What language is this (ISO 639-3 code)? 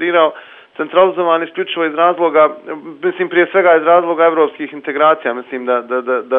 srp